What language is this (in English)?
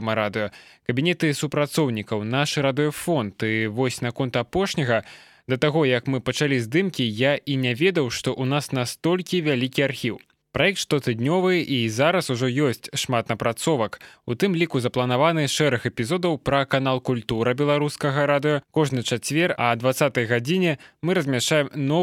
Belarusian